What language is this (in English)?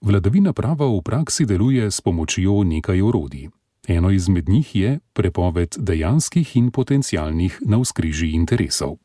Slovenian